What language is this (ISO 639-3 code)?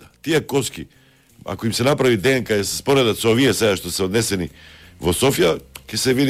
mkd